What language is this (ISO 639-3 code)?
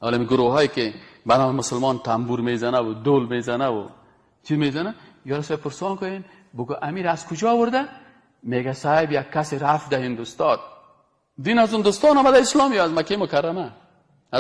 fas